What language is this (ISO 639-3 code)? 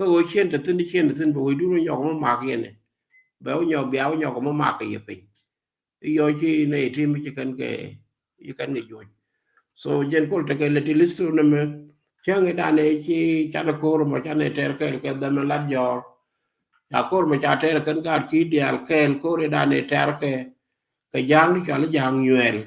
nus